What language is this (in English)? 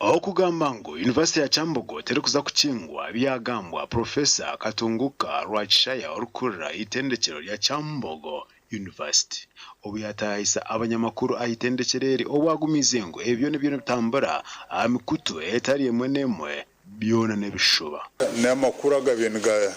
Nyankole